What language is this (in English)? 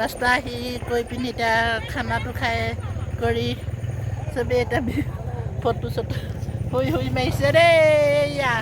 Assamese